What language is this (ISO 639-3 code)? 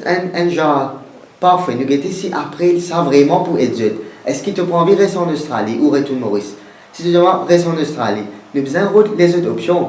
mfe